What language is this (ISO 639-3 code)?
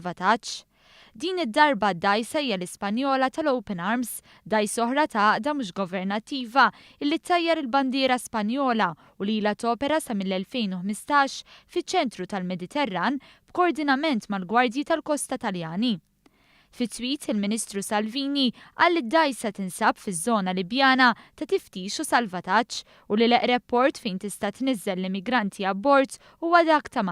mlt